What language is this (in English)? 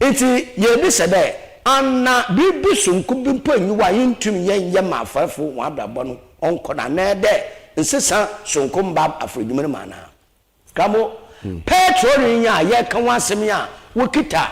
Akan